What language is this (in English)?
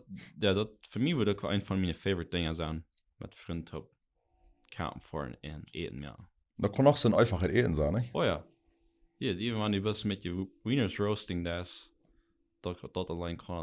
Plautdietsch